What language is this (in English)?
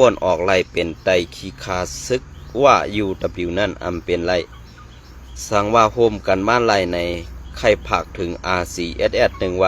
Shan